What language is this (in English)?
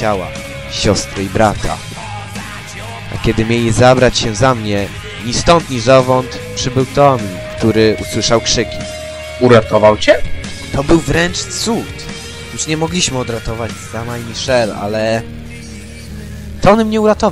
Polish